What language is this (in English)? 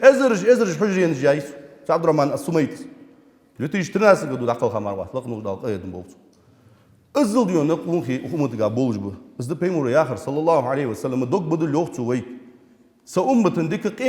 Ingush